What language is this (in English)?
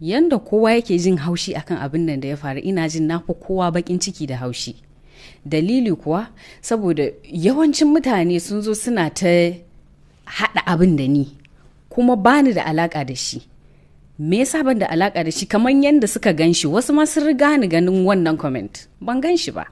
Hausa